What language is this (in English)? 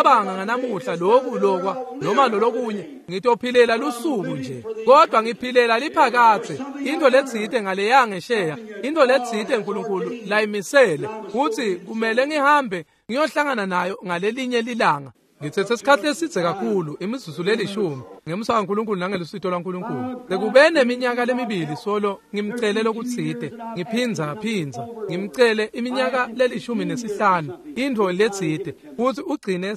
Swati